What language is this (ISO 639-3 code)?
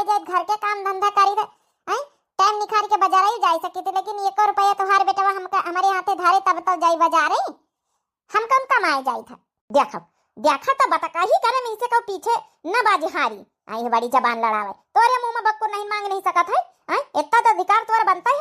awa